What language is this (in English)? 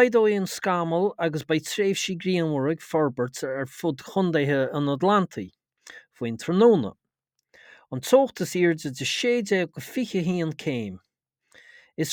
Irish